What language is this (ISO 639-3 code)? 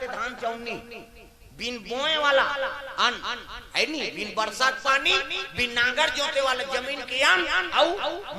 hne